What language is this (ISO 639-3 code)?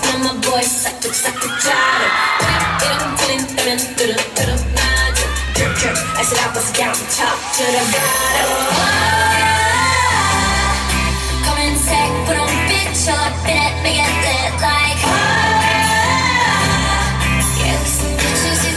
kor